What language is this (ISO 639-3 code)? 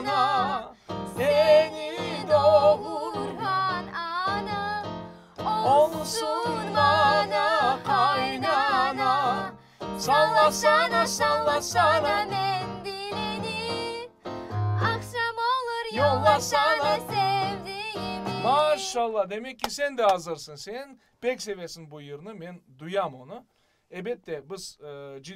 crh